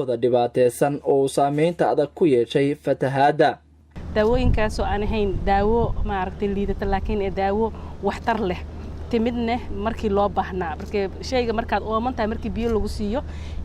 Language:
Somali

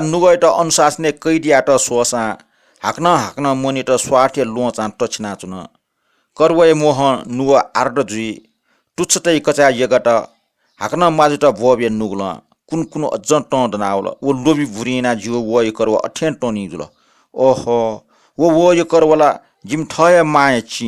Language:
Newari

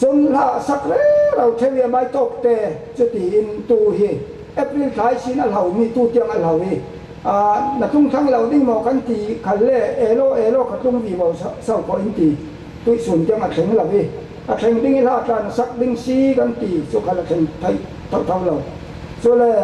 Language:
Falam Chin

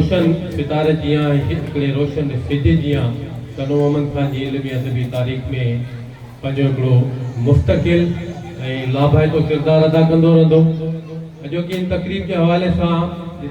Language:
Sindhi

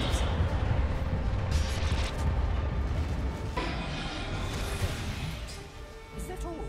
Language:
English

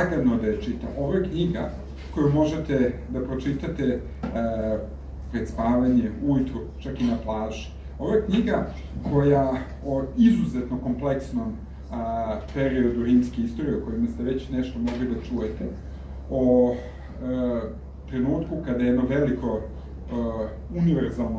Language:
Serbian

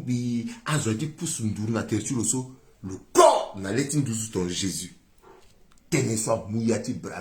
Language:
Sango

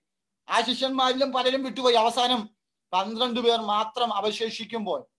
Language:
Malayalam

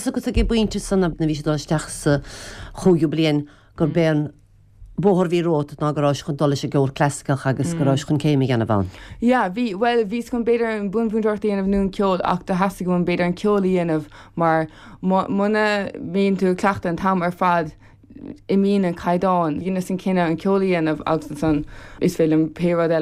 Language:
Irish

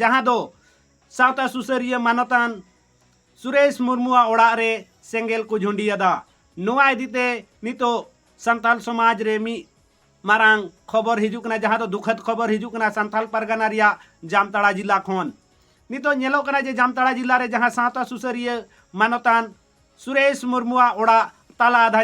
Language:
Santali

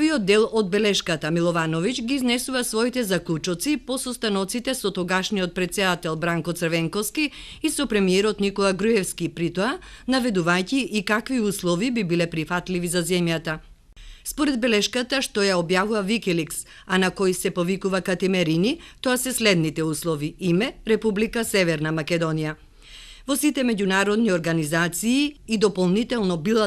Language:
Macedonian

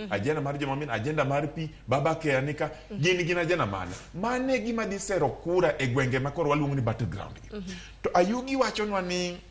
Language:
Luo (Kenya and Tanzania)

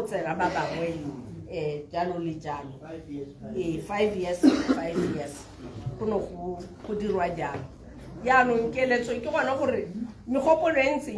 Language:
Tswana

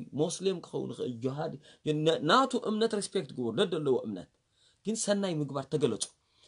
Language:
Tigrinya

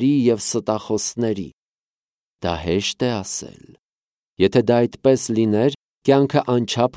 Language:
Armenian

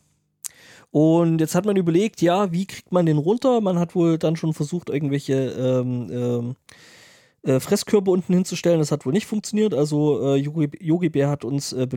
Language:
German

